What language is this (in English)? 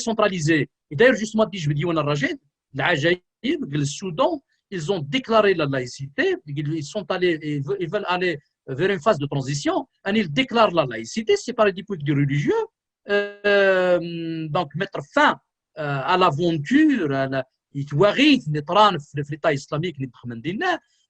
Kabyle